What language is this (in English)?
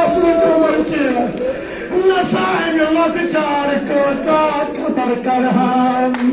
Kashmiri